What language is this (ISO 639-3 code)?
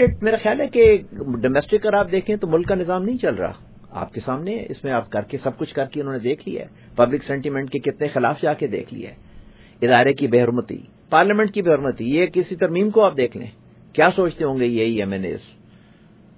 urd